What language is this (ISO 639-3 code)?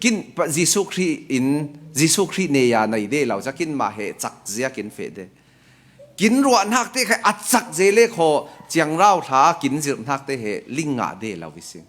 cfm